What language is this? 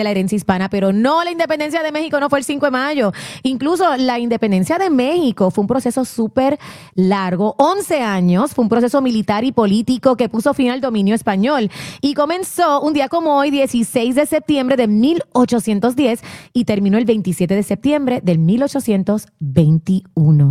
Spanish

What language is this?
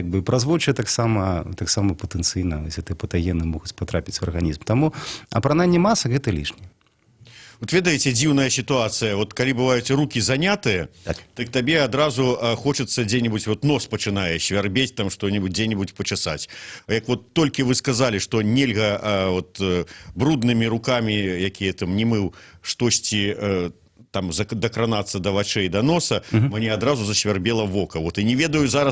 Belarusian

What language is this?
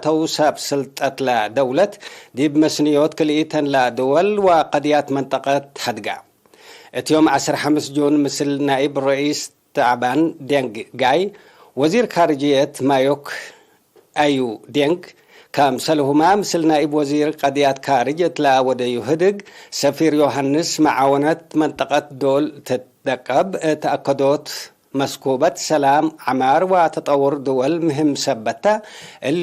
Tigre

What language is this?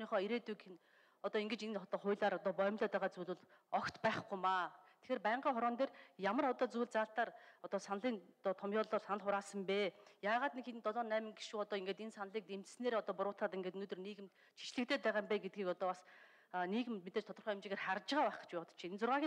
Mongolian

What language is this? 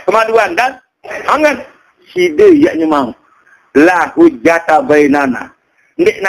Sasak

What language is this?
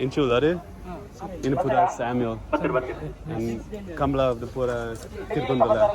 Tulu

